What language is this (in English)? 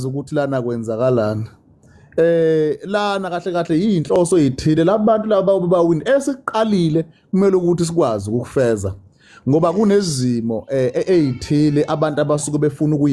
Zulu